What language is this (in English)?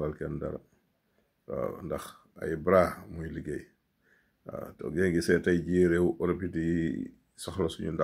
Wolof